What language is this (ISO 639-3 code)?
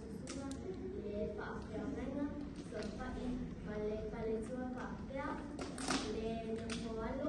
smo